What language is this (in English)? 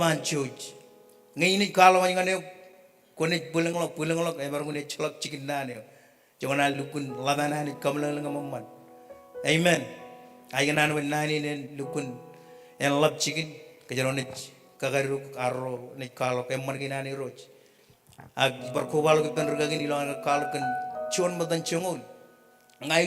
Marshallese